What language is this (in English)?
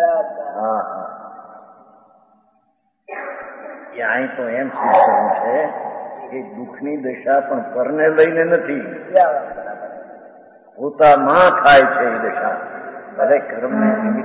Gujarati